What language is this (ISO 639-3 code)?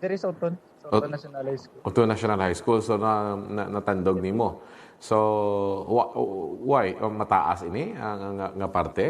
hil